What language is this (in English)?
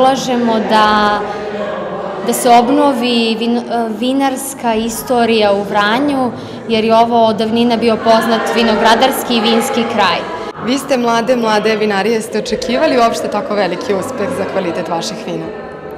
Serbian